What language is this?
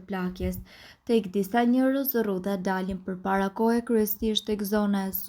Albanian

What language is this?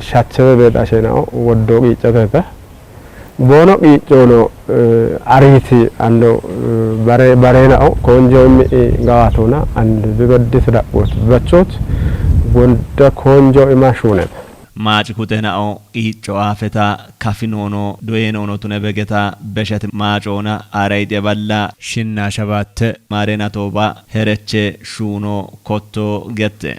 Kafa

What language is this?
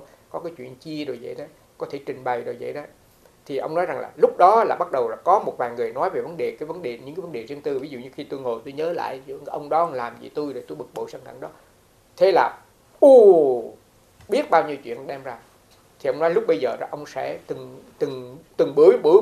Vietnamese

